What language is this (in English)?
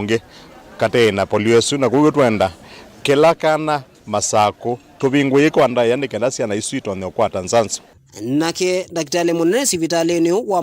Kamba